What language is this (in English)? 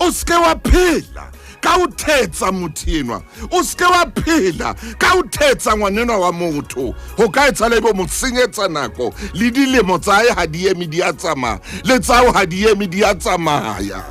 Southern Sotho